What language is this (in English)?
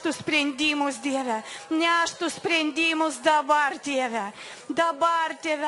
Lithuanian